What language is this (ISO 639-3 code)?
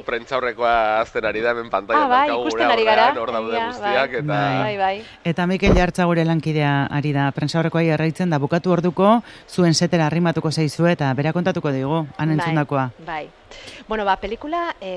eus